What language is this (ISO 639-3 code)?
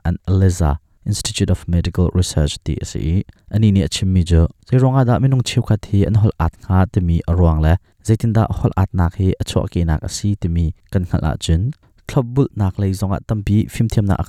cnh